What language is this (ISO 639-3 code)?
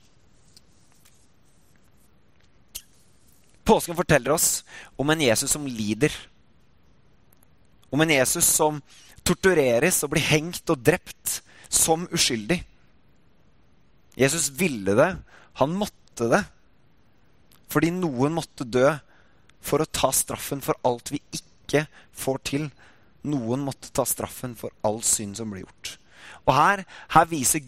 nor